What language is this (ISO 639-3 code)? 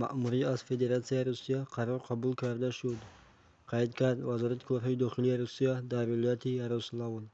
tgk